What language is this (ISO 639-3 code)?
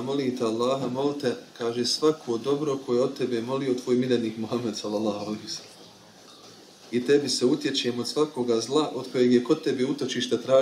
bos